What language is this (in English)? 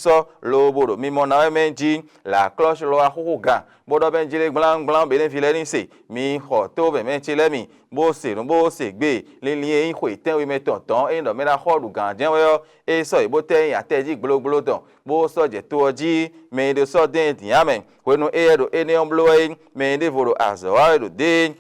Fon